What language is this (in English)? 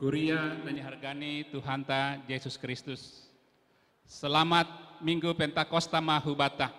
Batak Simalungun